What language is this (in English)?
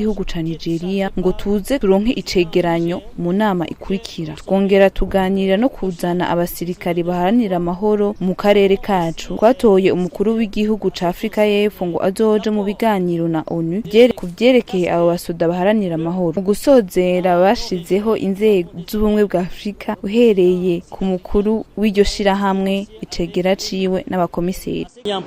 Rundi